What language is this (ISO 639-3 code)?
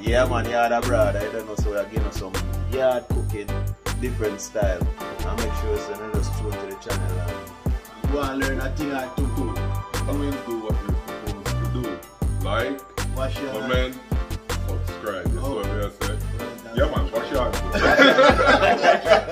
jam